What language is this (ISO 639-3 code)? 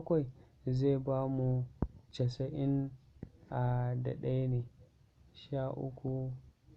hau